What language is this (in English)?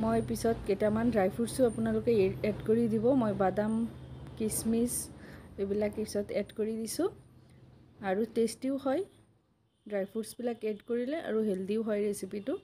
Assamese